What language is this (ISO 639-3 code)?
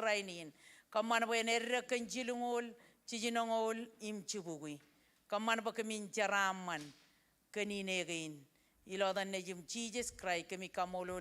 mah